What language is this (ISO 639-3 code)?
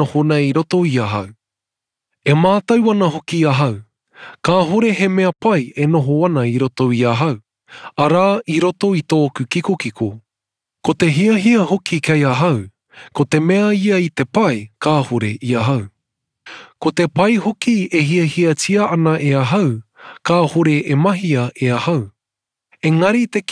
mri